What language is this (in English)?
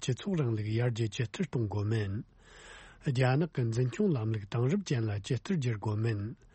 Tibetan